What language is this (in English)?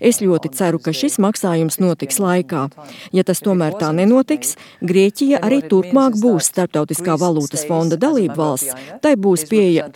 Latvian